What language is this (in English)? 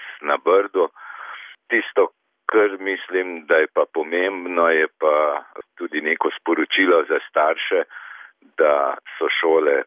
Slovenian